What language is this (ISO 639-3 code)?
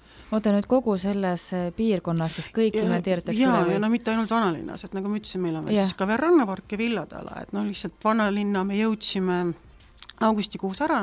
est